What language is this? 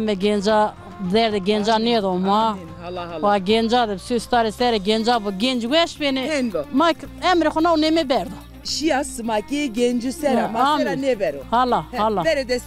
Zaza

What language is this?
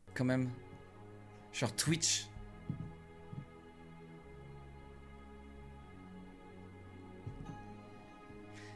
French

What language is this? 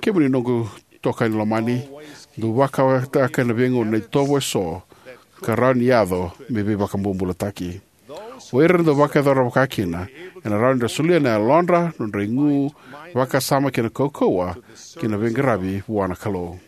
Fijian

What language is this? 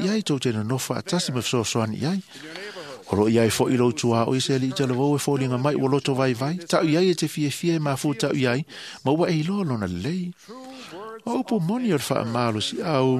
Samoan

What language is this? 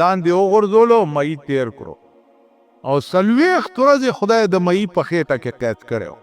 Pashto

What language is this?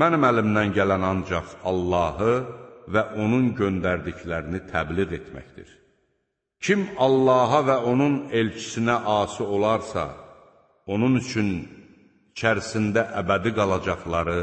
Azerbaijani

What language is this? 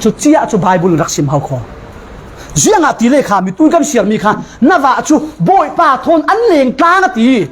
Falam Chin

